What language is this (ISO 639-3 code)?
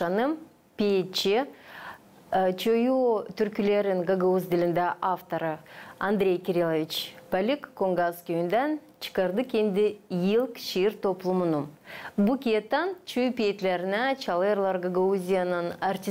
gag